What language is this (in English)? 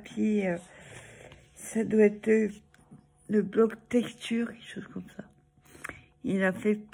French